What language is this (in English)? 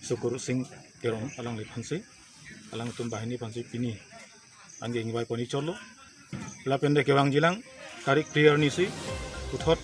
Karbi